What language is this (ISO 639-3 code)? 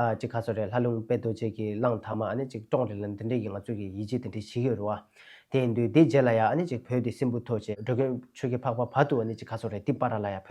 bod